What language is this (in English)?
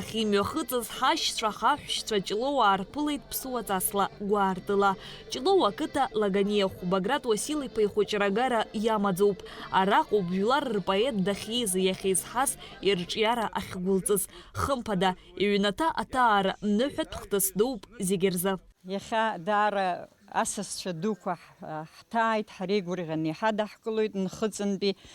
Abkhazian